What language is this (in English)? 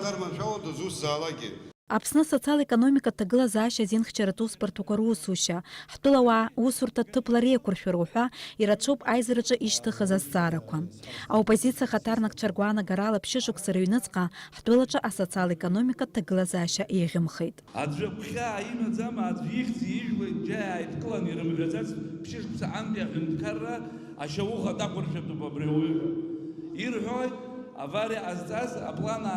Abkhazian